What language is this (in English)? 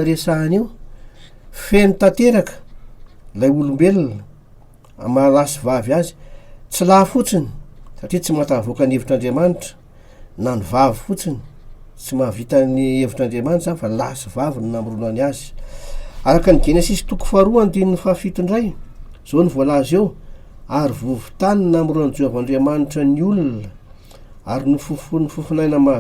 Malagasy